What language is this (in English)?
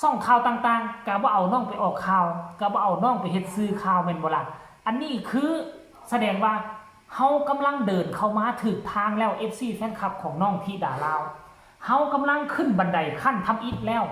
Northeastern Thai